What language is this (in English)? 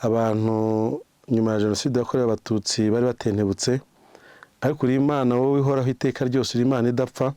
Kinyarwanda